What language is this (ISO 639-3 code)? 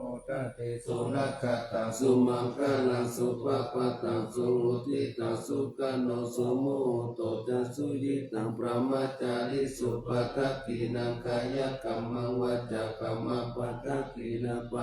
pli